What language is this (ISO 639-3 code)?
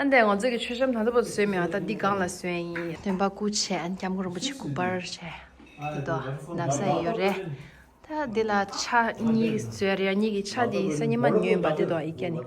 bod